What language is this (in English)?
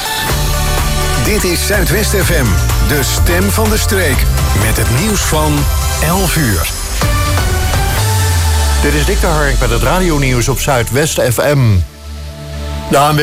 Dutch